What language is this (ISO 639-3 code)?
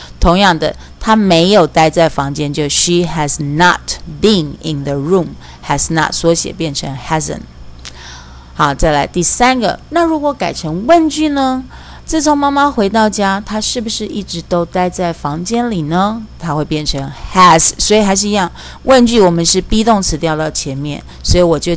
zho